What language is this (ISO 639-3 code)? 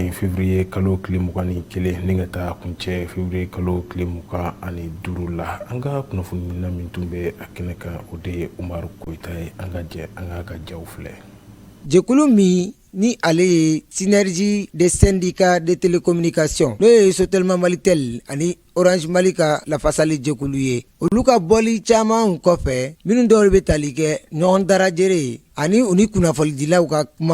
bam